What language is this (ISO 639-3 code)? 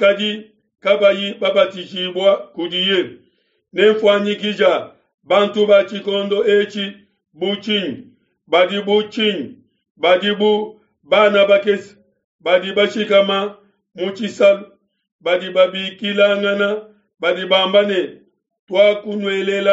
lua